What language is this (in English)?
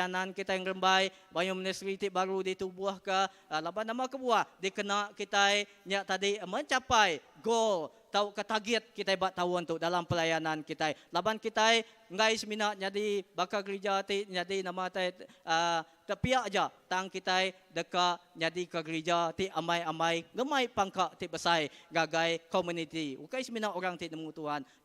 Iban